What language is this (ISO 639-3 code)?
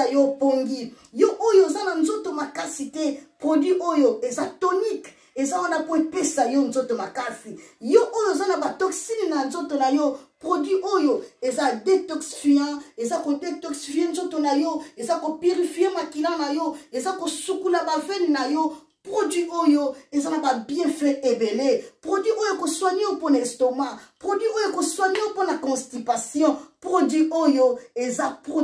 lin